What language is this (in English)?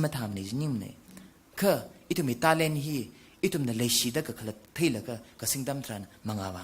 Tangkhul Naga (India)